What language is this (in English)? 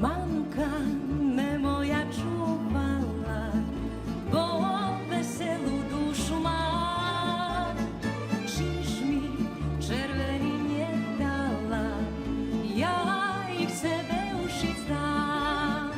Rusyn